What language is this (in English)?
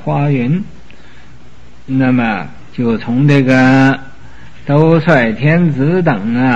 Chinese